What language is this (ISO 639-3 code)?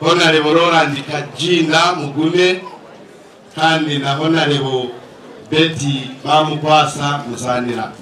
nyn